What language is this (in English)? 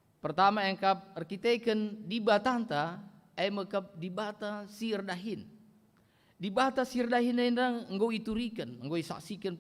Batak Karo